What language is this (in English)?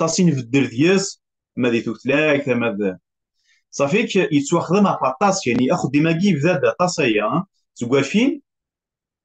Kabyle